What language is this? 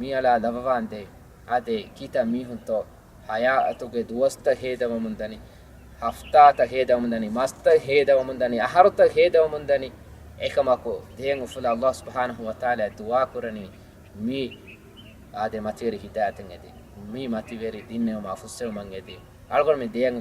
Divehi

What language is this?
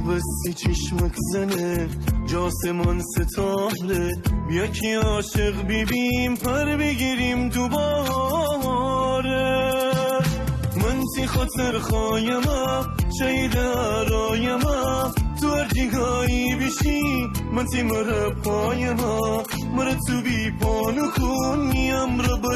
Gilaki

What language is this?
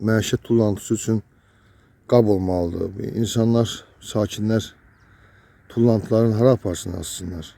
Azerbaijani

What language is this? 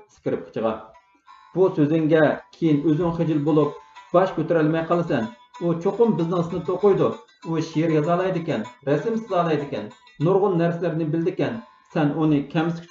Uyghur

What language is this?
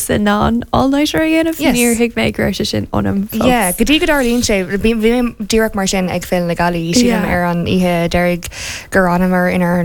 Irish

